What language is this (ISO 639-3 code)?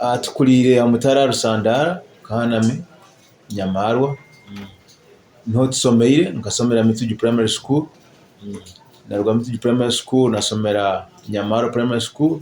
nyo